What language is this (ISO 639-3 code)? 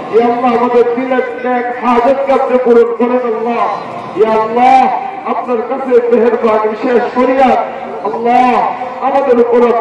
ben